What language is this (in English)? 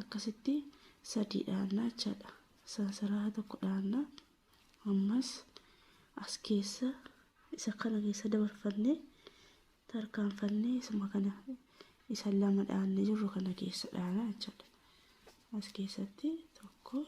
Oromo